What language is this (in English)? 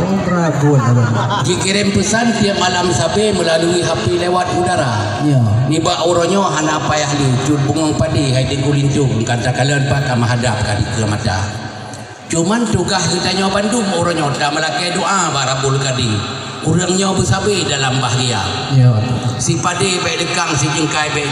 Achinese